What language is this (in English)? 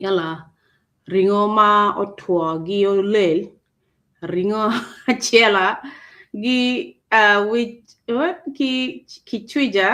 Acoli